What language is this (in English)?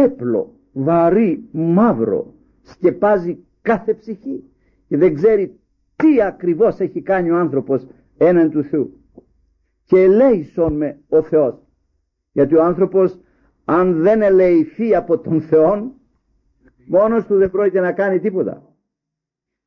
Greek